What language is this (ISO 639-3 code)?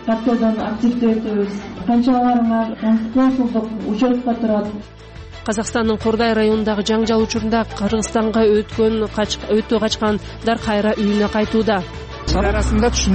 kir